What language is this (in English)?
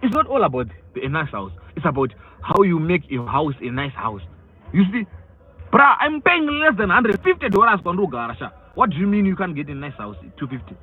Shona